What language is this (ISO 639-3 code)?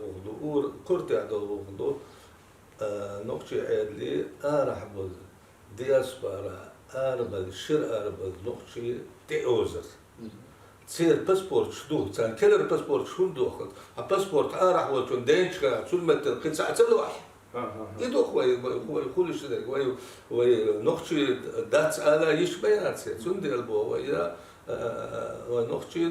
che